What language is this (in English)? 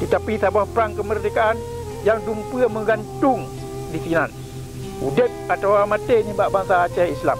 Achinese